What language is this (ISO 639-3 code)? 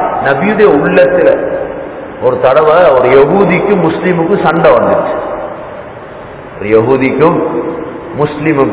tam